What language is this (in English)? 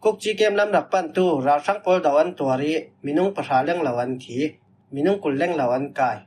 Falam Chin